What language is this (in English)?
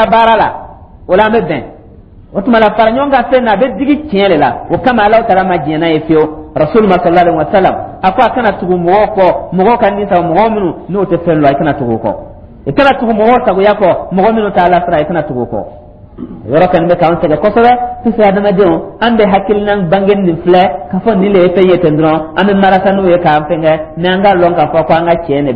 Dyula